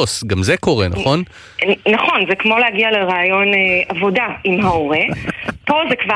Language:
Hebrew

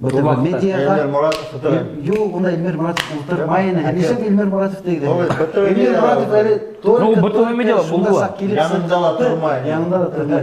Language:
Bashkir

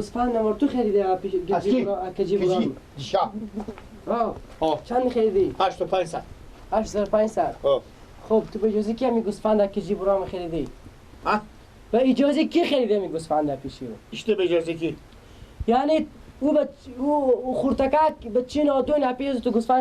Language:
Persian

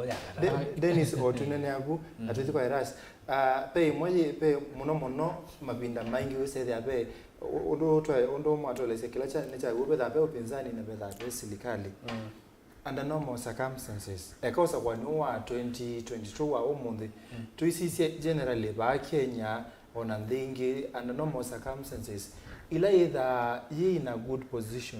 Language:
Kamba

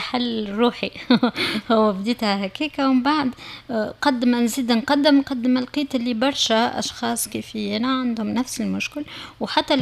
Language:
Tunisian Arabic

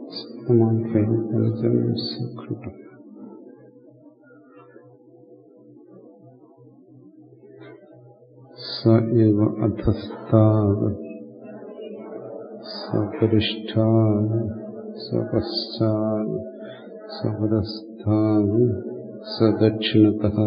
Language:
Malayalam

